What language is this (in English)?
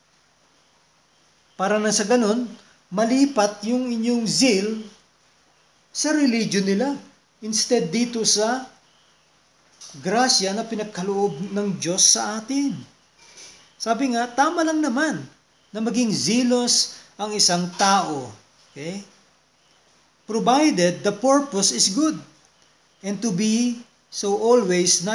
Filipino